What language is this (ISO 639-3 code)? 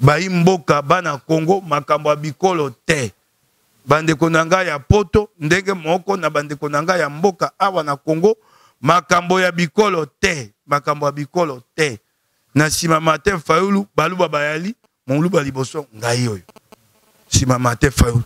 lin